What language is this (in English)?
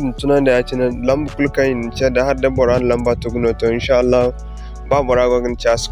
Zarma